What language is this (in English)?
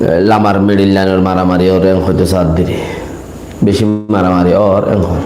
Rohingya